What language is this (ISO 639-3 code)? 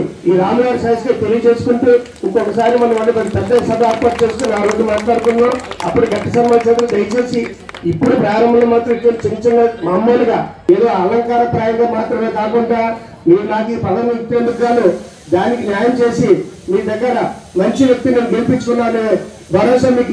tel